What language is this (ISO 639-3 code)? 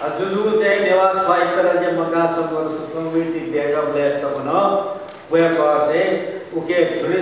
new